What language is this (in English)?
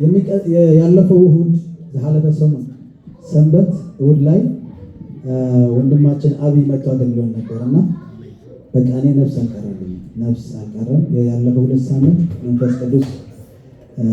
Amharic